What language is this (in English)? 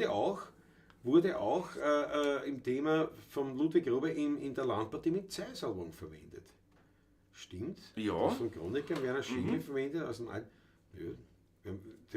Bavarian